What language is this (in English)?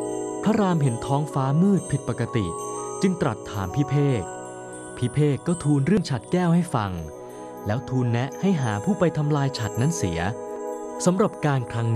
Thai